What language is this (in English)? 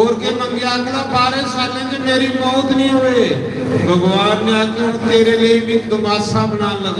Dogri